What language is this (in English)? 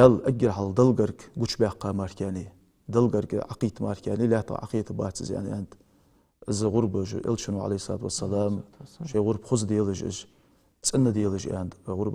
Ingush